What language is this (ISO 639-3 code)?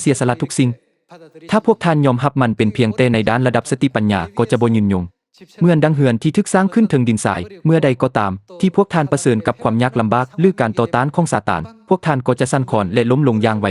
lao